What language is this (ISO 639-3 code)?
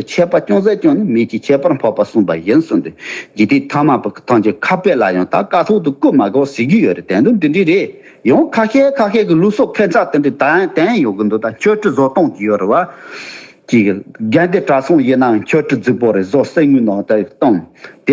bod